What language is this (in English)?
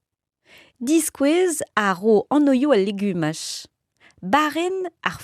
Breton